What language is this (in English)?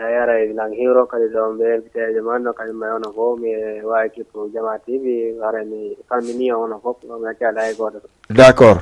Fula